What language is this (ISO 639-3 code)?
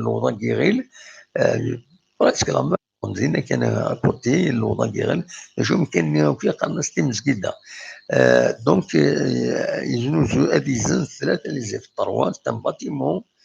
kab